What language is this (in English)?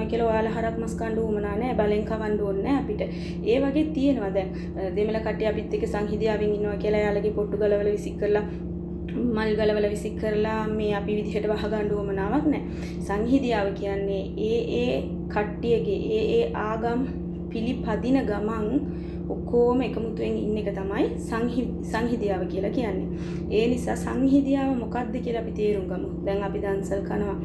Sinhala